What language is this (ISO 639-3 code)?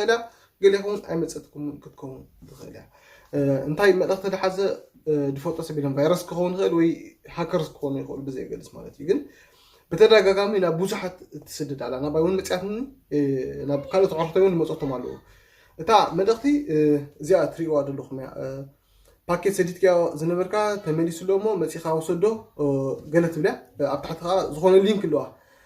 tir